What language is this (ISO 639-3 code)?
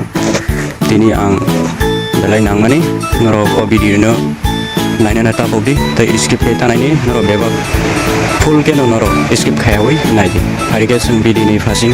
trp